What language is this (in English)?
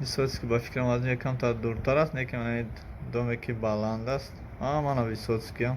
Tajik